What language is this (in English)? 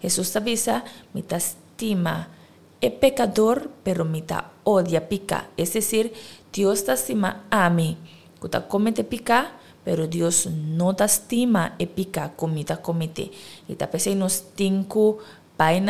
Papiamento